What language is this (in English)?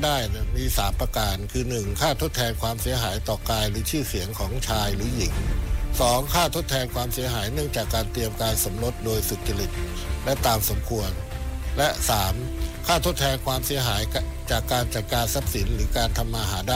Thai